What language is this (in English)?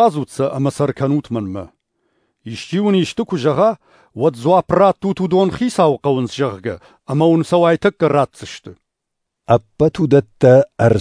Ossetic